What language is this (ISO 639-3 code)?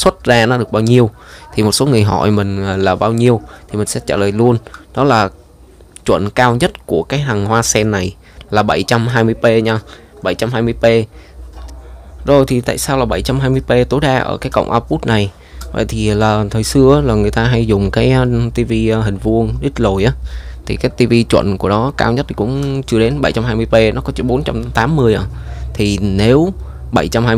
vie